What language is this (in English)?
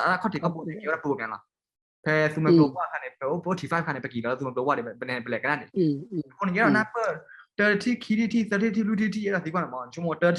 S'gaw Karen